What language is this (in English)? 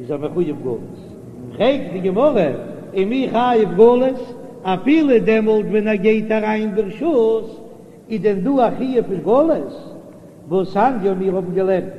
Yiddish